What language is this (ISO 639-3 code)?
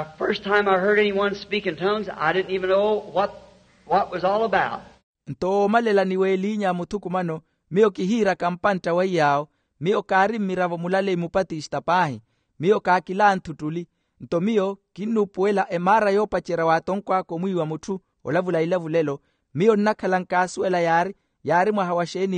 vmw